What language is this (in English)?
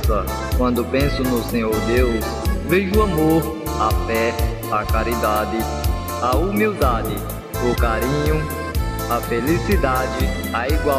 Portuguese